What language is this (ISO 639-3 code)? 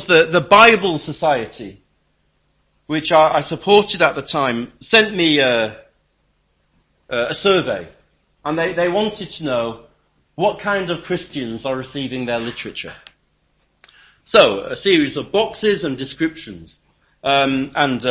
eng